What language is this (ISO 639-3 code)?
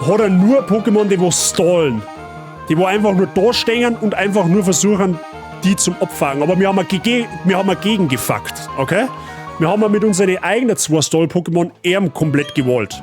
bar